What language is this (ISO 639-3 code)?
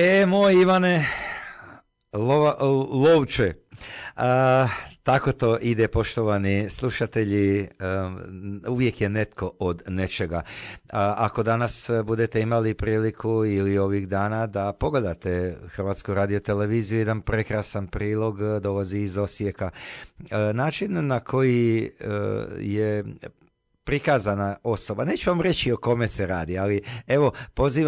hrv